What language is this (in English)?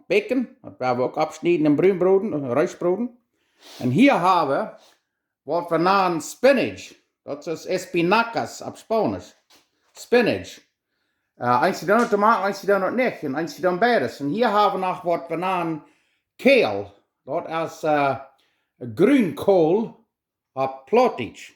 Plautdietsch